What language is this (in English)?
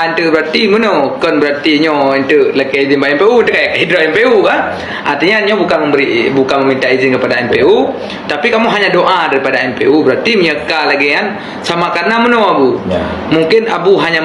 Achinese